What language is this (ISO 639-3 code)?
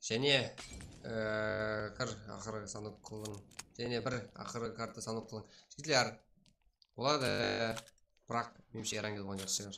kaa